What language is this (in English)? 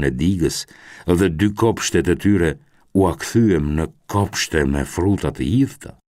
Albanian